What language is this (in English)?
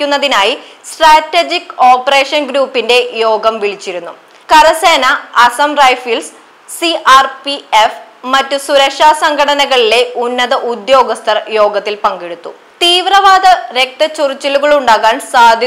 Malayalam